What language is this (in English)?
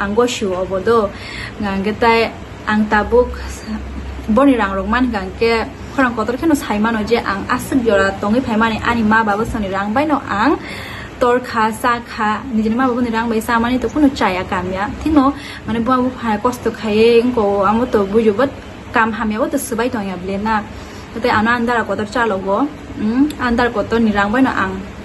Kok Borok